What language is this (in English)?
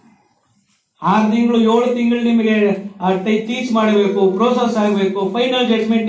Kannada